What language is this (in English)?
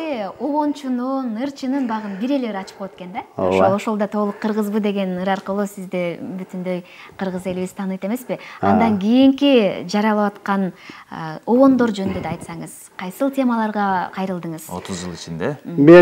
Kyrgyz